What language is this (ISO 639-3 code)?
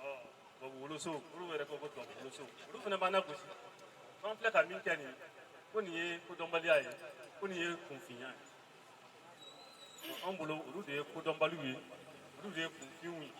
bam